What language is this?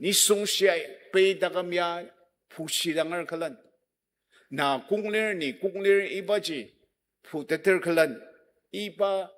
Ao Naga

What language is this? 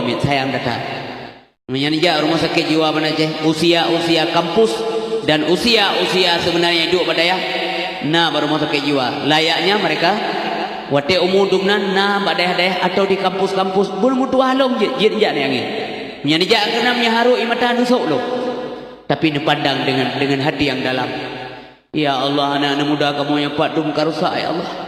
Achinese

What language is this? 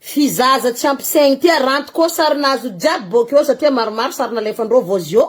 Malagasy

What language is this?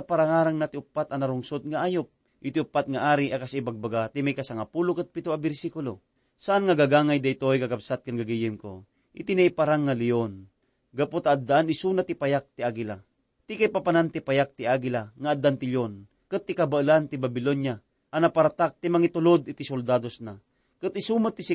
Iloko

